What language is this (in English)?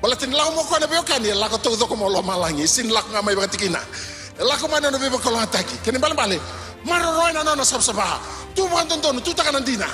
Fijian